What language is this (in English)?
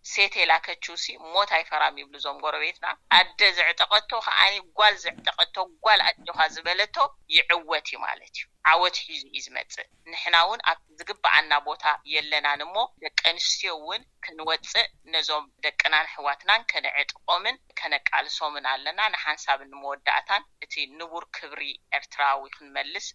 Tigrinya